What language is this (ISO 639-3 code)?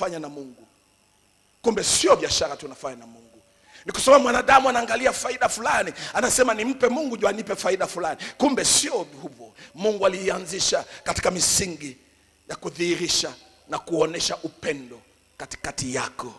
swa